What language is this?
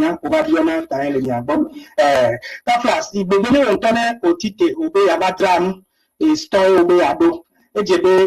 Ewe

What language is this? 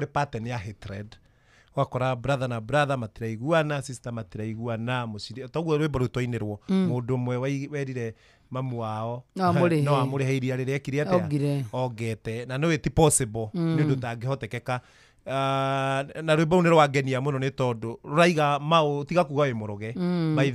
Kikuyu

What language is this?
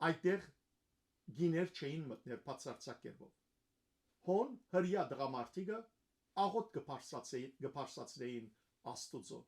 Western Armenian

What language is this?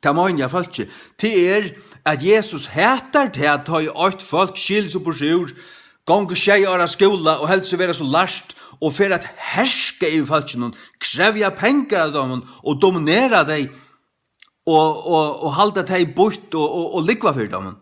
Faroese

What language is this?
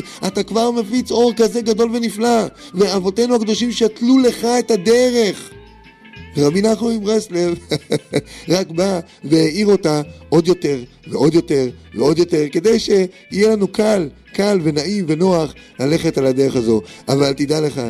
Hebrew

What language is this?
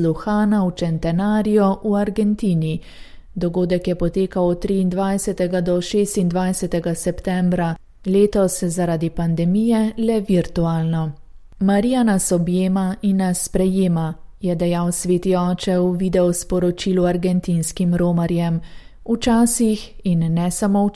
Slovenian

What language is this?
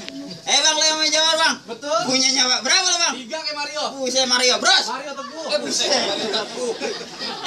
Betawi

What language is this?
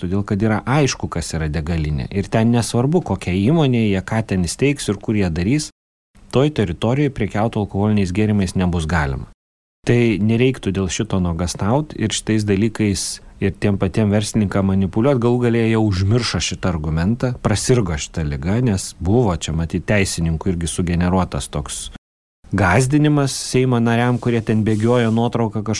Lithuanian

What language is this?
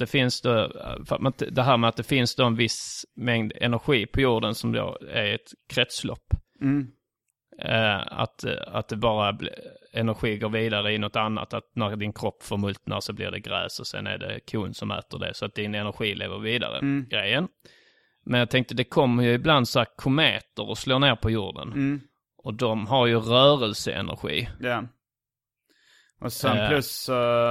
Swedish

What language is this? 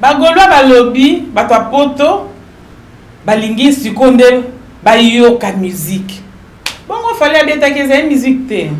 Lingala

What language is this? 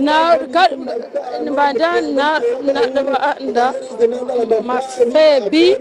Ganda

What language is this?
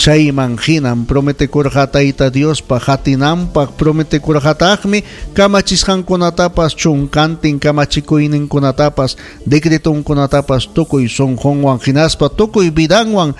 Ayacucho Quechua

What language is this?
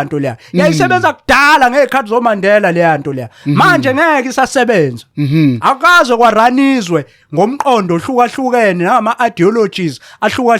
Zulu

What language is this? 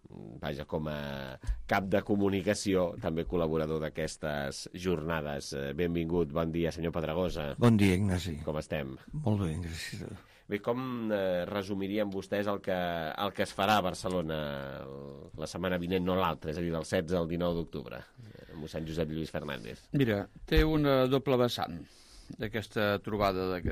Catalan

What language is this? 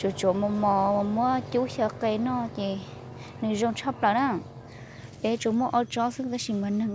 Hmong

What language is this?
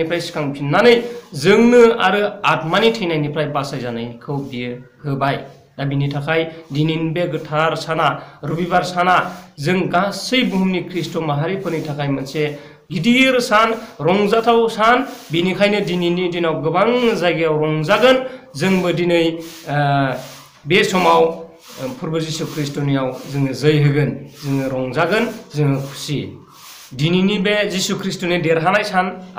Bodo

